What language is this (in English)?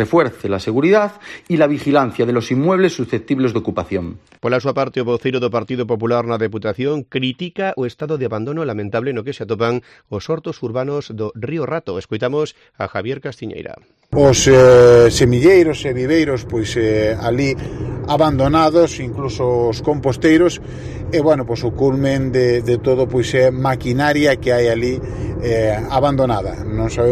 Galician